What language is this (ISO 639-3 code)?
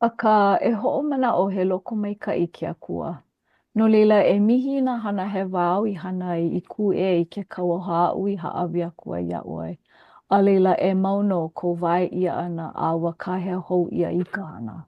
haw